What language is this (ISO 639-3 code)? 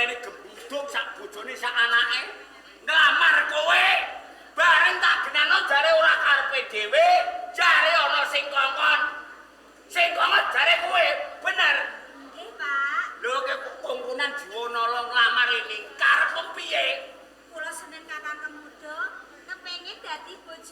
jav